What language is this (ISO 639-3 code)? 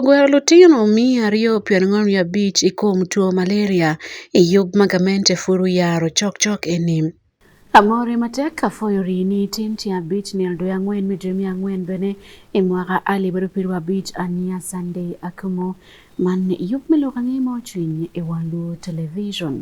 ach